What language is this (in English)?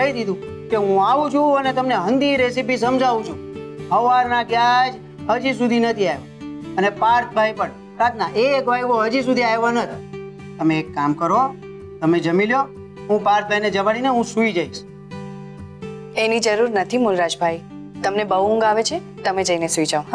Gujarati